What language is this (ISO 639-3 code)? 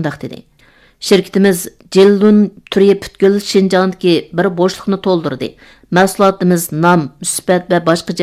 uig